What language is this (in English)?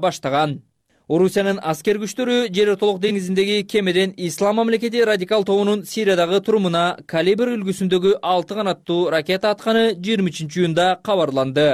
Kyrgyz